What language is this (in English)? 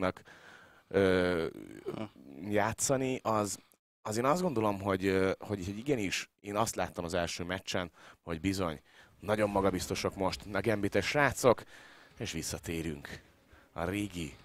Hungarian